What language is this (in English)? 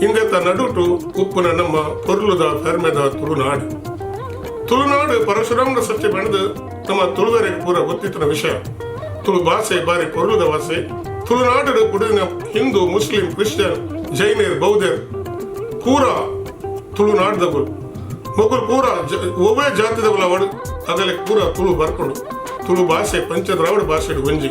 Tulu